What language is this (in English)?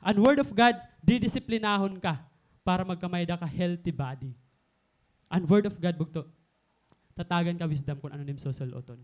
Waray